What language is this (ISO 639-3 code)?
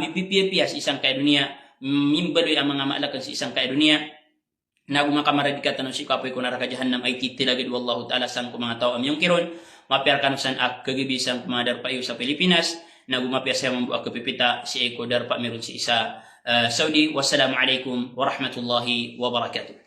mrw